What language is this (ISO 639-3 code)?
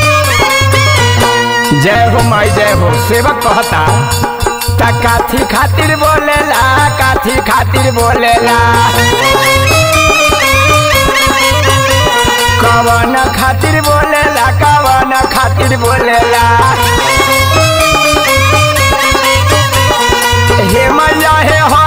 bho